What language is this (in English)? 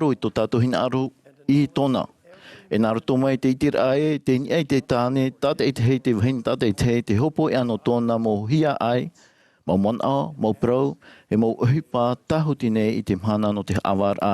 Tahitian